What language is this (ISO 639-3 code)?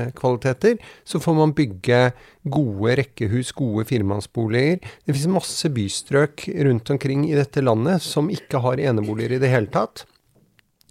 nor